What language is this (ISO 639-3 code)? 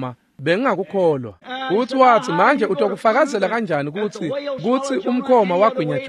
ssw